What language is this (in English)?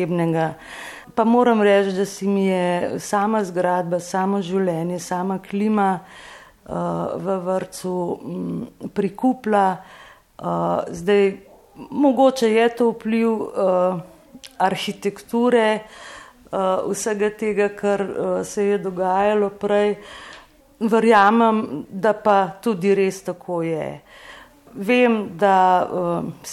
Slovenian